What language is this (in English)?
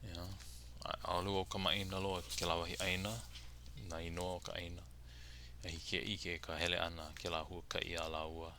Hawaiian